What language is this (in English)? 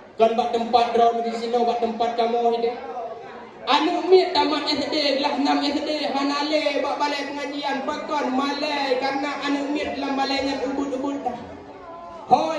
Achinese